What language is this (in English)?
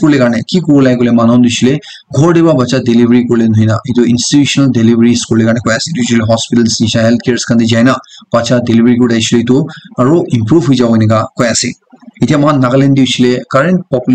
Naga Pidgin